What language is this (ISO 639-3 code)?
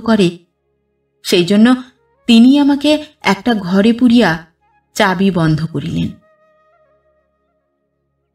ben